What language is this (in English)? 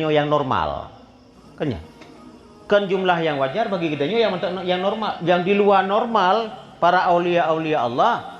Achinese